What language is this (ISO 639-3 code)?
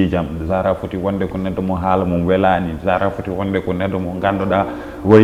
ful